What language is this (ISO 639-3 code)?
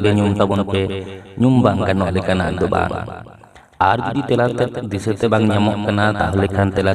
sat